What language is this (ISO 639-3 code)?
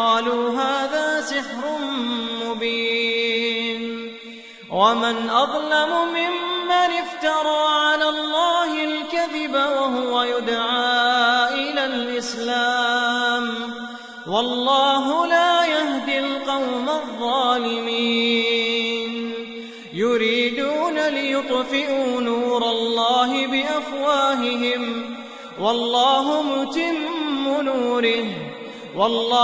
ara